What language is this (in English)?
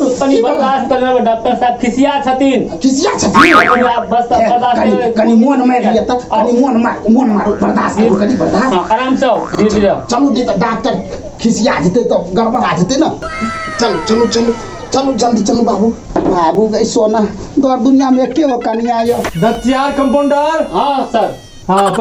Maithili